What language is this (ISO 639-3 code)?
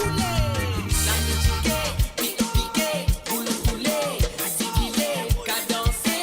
mfe